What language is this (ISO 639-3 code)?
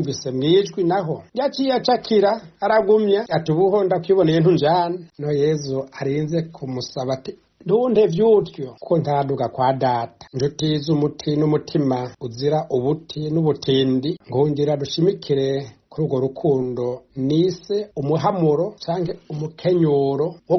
run